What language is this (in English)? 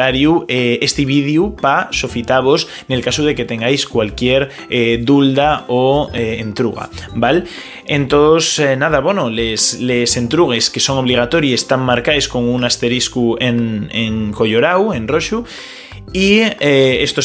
Asturian